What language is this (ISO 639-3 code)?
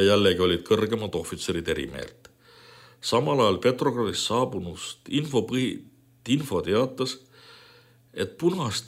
est